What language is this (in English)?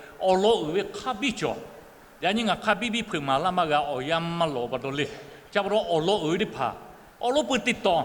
Lahu